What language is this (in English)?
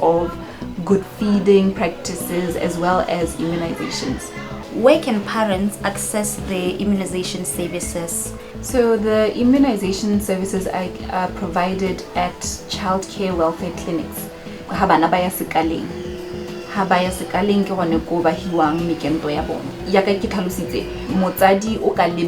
Tswana